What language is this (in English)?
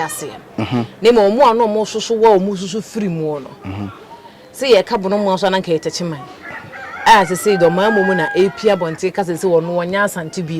Akan